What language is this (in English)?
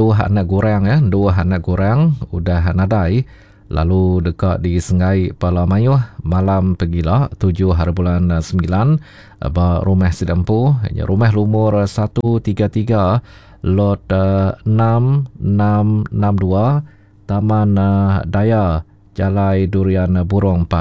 Iban